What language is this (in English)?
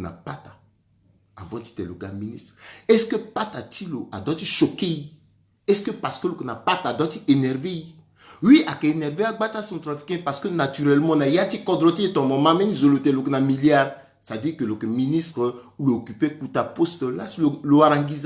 Sango